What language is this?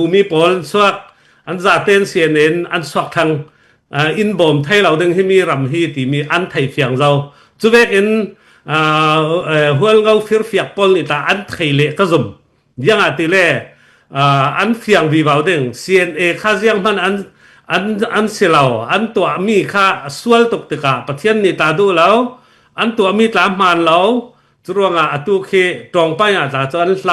Falam Chin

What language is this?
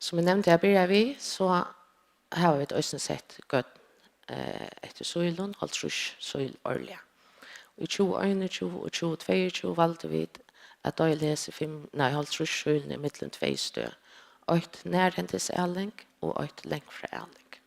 Faroese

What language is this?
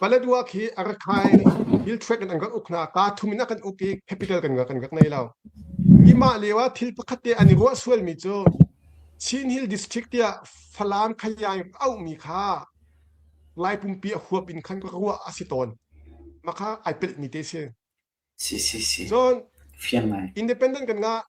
Hakha Chin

